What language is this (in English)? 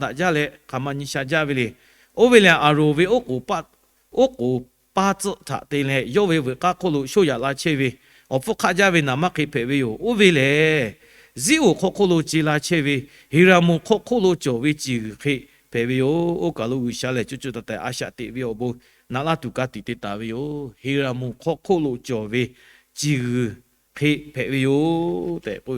Lahu